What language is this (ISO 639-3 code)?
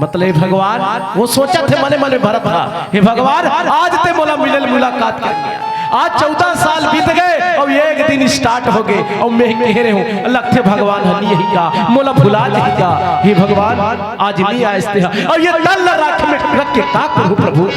hne